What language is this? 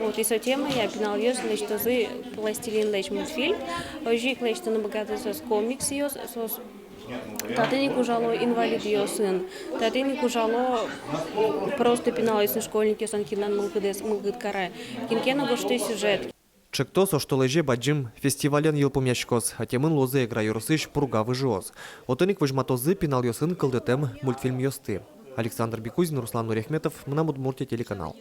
Udmurt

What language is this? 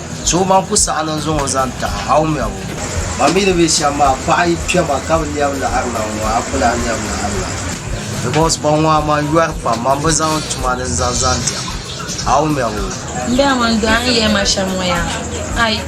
Dagbani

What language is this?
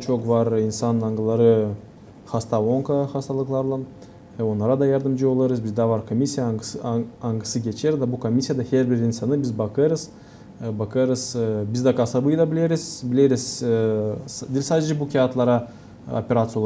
Gagauz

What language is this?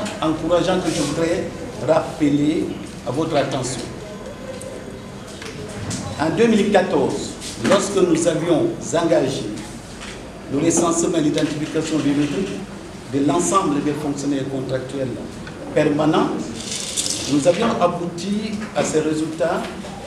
French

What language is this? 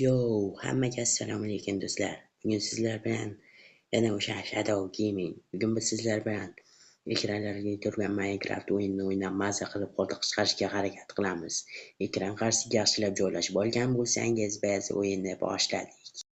Uzbek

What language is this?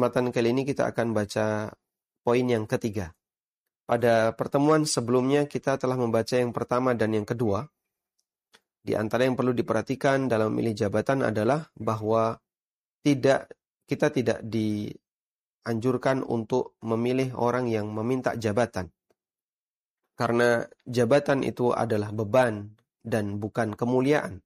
Indonesian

